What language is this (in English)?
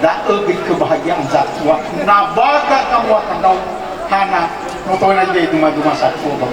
Nias